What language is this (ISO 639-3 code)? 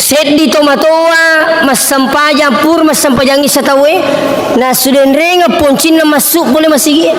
bug